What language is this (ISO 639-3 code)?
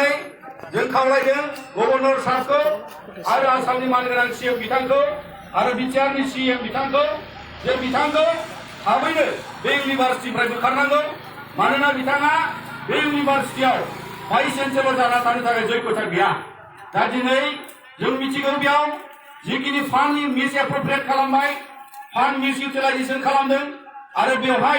brx